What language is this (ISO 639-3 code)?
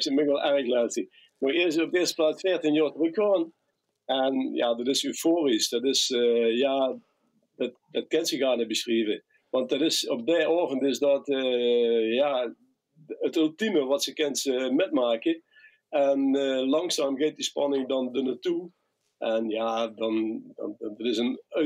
lim